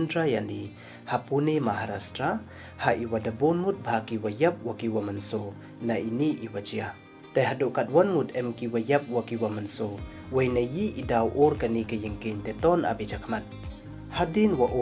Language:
Pnar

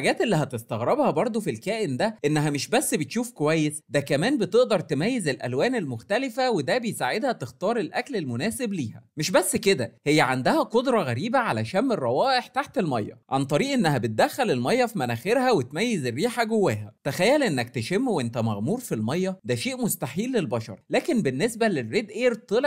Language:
Egyptian Arabic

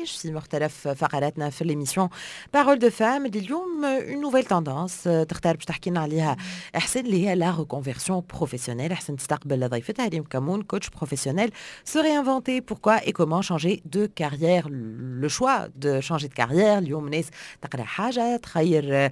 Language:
Tunisian Arabic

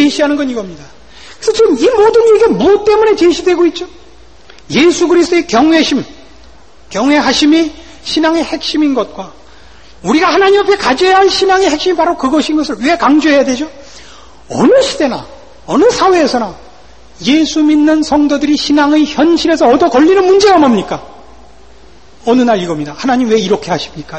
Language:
Korean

